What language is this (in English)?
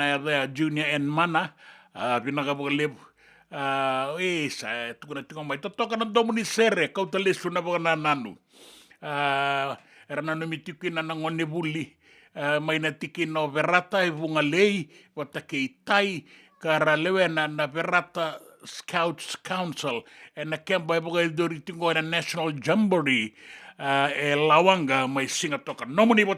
Fijian